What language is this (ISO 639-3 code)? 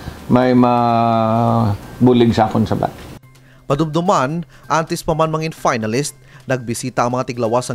hil